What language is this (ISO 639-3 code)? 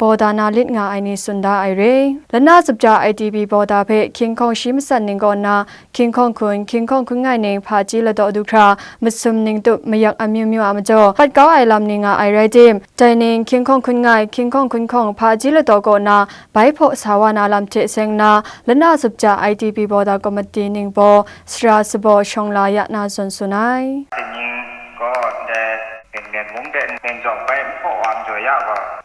kac